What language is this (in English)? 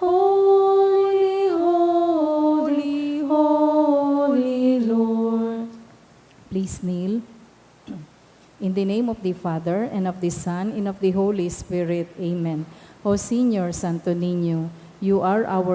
Bikol